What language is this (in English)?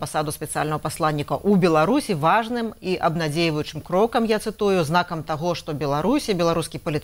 Belarusian